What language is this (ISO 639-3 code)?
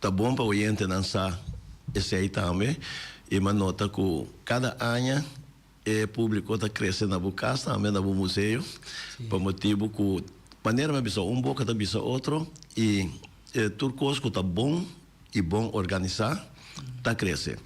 pap